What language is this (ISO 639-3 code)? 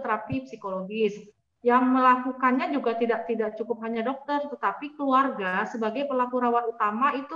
ind